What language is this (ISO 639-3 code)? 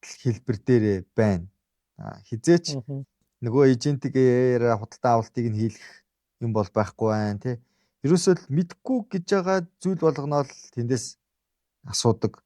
mon